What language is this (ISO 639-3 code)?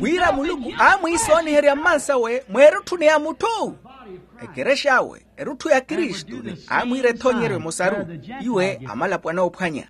vmw